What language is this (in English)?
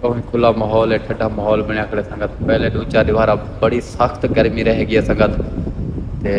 Saraiki